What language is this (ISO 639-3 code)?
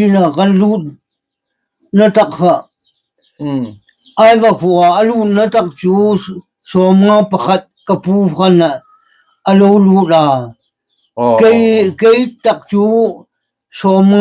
hmr